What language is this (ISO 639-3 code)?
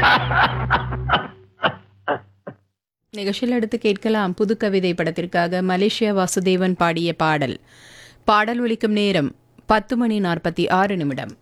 tam